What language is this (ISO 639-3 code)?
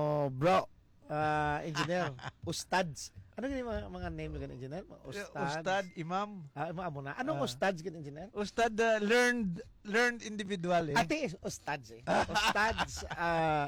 hil